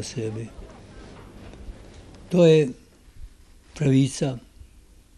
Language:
Croatian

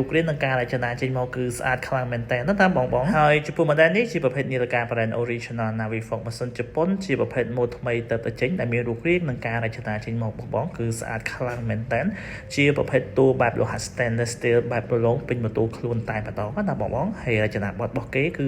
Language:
Khmer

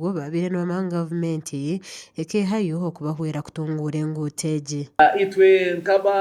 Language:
Nyankole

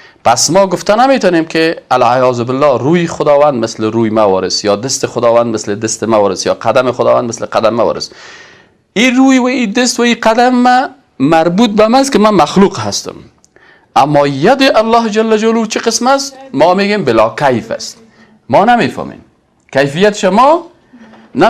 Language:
Persian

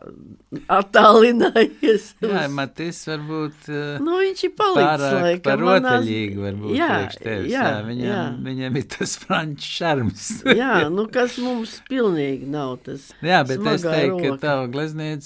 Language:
Latvian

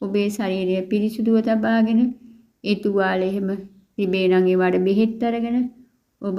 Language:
Sinhala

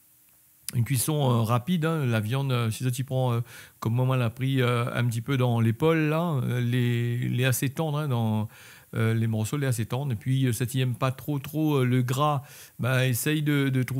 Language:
Réunion Creole French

